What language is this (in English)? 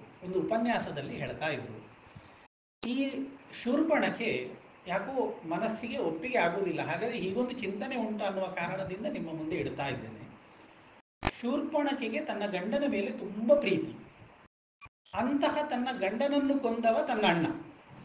Kannada